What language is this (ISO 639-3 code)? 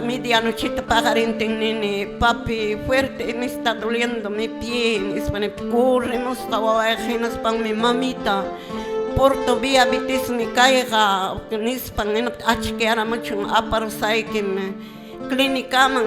que